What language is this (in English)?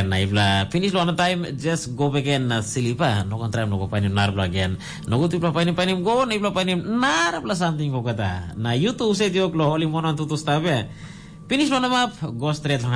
Tok Pisin